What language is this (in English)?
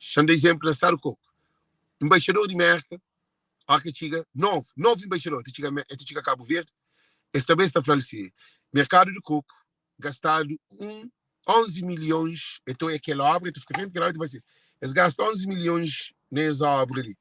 Kabuverdianu